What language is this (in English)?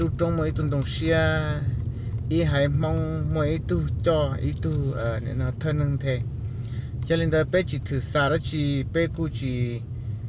Hmong